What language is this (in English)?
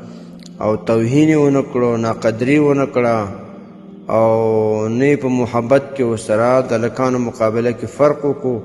Pashto